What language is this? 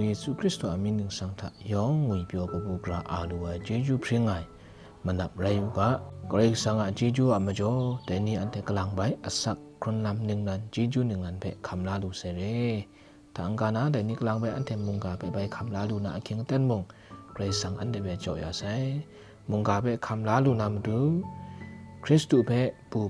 Kachin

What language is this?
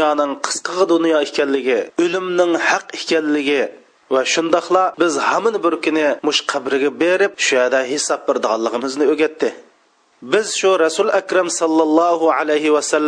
Uyghur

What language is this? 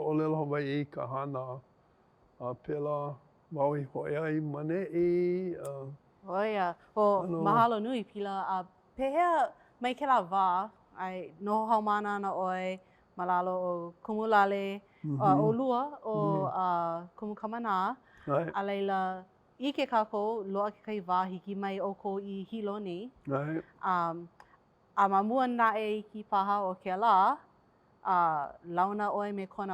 Hawaiian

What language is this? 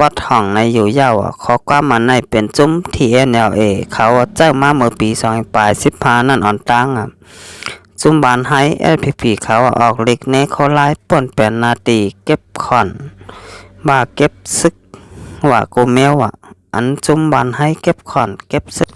Shan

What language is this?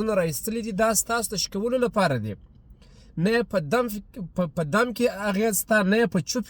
Pashto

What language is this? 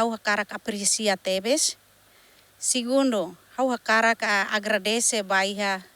Tetum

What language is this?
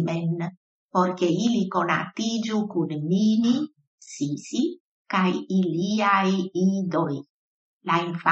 Esperanto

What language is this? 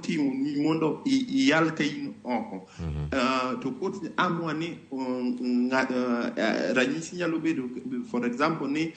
Luo (Kenya and Tanzania)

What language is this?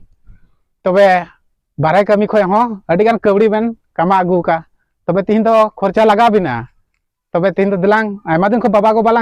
Santali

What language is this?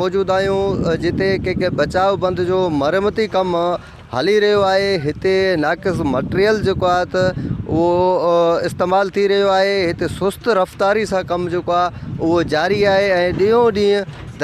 Sindhi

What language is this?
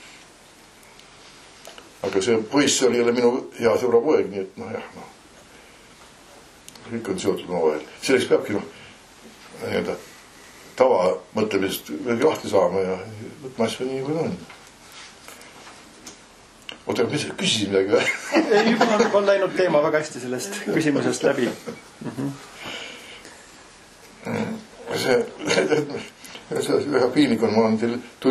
Estonian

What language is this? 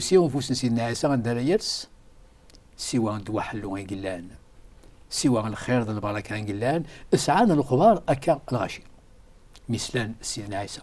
Kabyle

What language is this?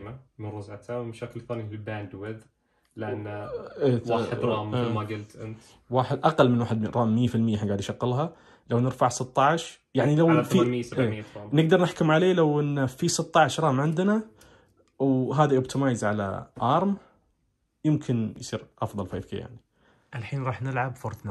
Najdi Arabic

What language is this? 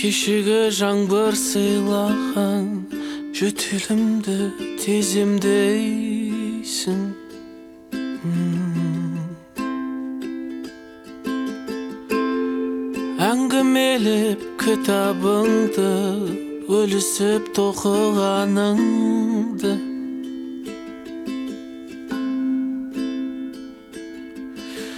Kazakh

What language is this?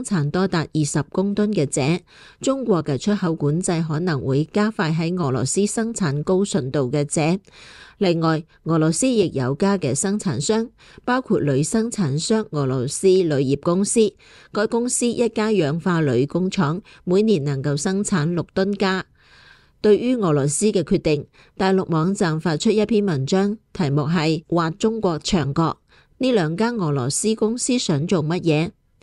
Cantonese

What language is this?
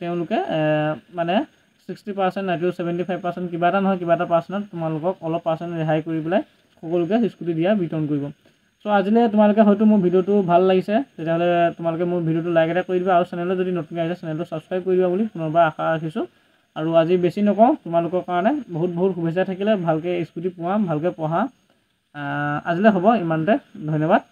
Assamese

